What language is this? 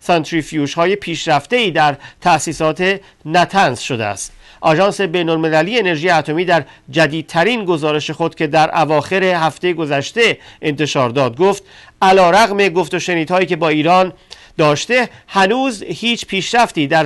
Persian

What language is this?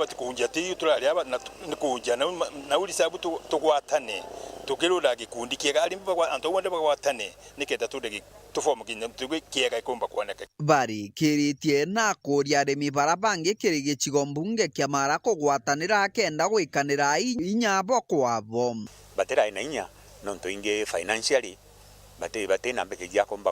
Meru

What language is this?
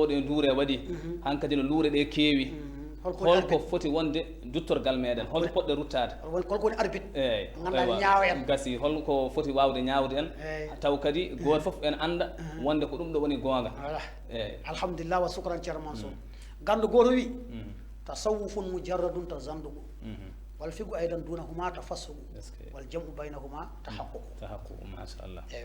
Fula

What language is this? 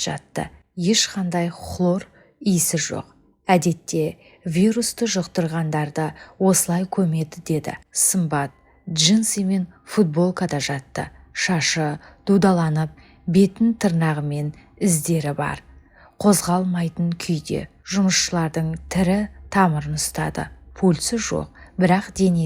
Kazakh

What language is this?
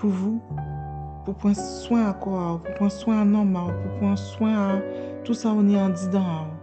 Guadeloupean Creole French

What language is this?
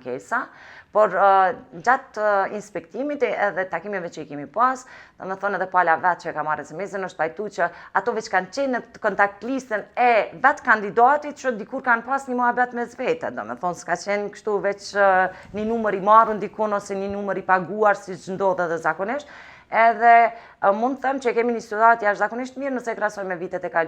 Albanian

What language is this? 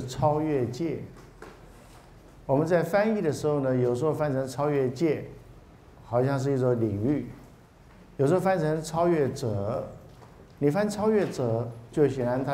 Chinese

